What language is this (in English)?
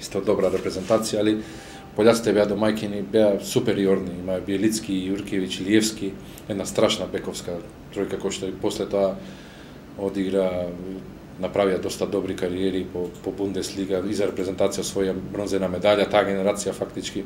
Macedonian